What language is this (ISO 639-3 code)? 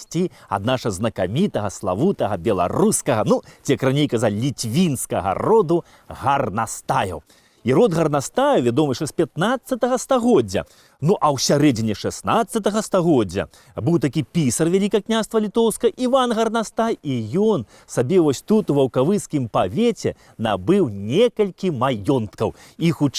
bel